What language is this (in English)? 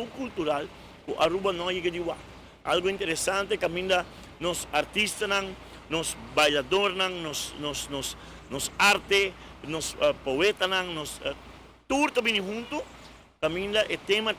Papiamento